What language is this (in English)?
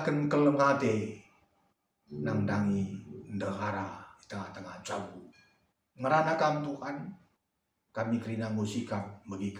Batak Karo